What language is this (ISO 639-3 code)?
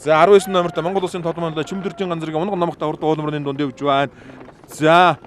mon